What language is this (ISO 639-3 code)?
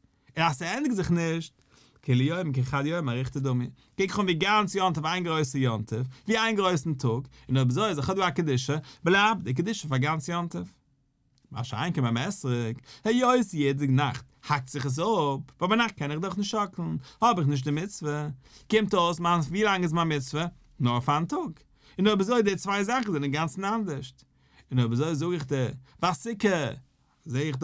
yid